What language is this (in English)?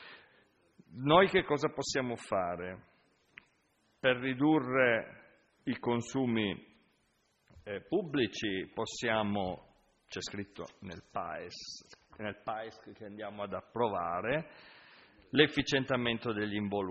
Italian